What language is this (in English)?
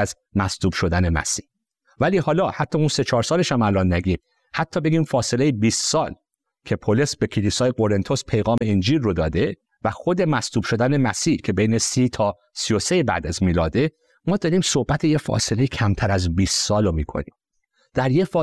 Persian